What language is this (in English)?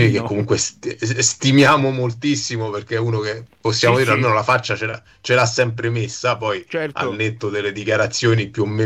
Italian